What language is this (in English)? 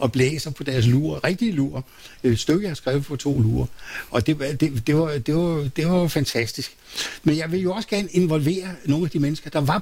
Danish